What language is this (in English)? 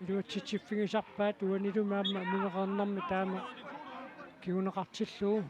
Kalaallisut